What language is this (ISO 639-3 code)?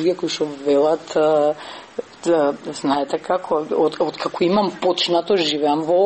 mkd